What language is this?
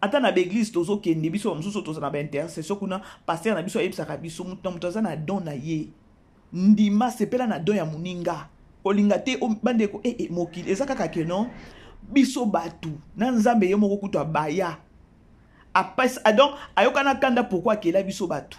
Lingala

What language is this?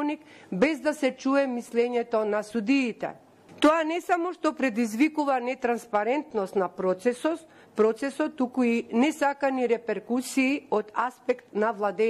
Macedonian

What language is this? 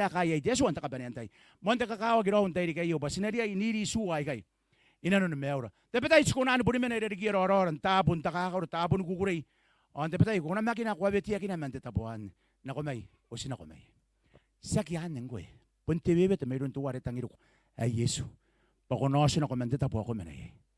Gilbertese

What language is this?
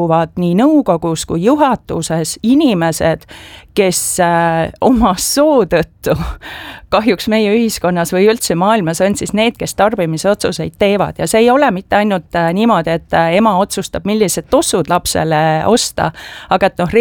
Estonian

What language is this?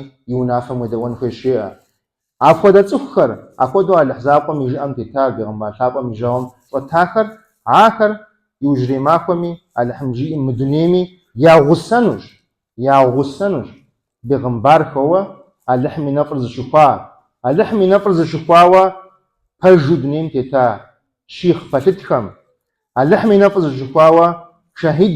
Kabardian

